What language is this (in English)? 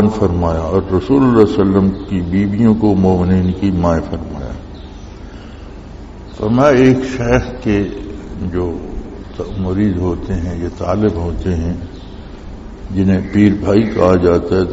Urdu